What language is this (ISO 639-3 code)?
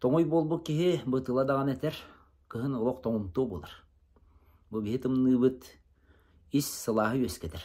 sah